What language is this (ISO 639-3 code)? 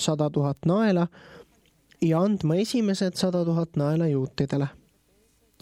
est